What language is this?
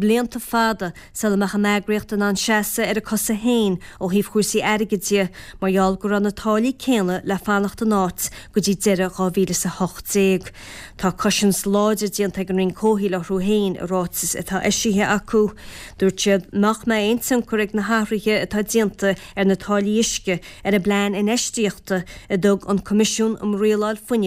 Irish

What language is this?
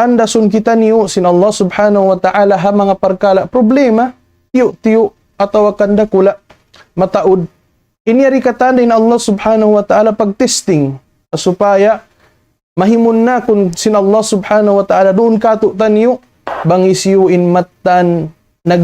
Tausug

